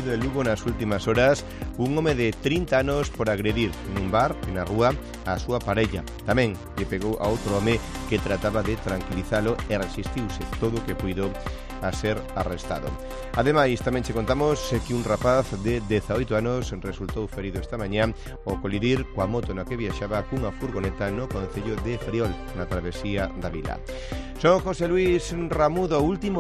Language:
Galician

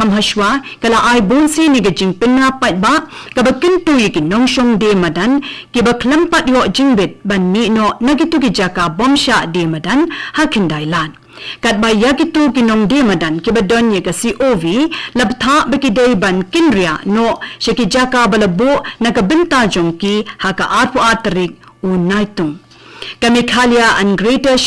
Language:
Khasi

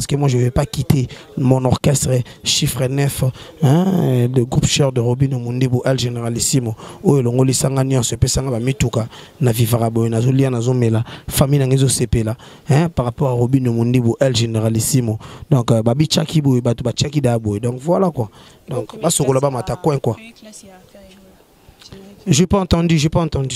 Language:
Lingala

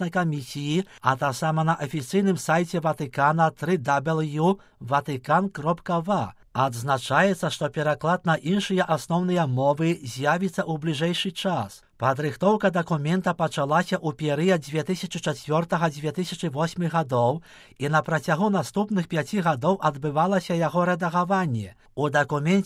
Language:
Belarusian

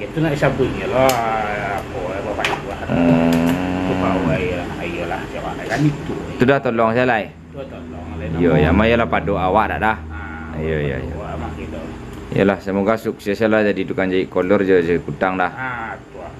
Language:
Minangkabau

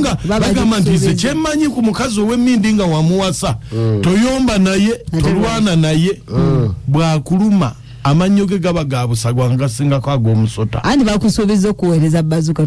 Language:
Ganda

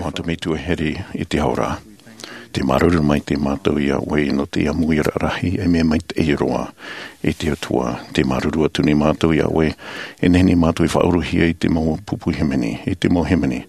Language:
Tahitian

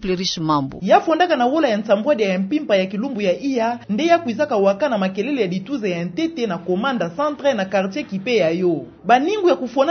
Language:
Kituba (Democratic Republic of Congo)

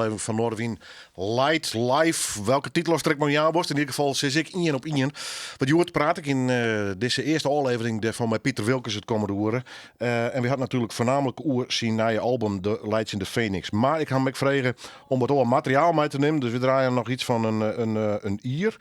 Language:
Western Frisian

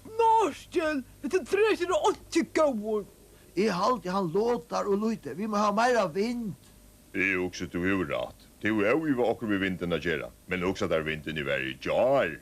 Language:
Faroese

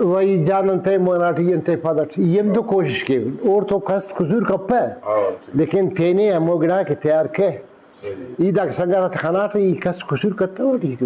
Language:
Brahui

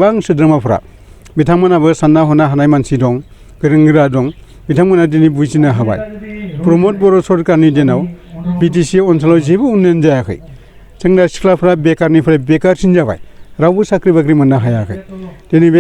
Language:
Bodo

